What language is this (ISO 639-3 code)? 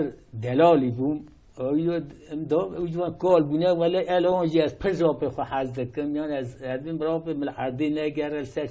kur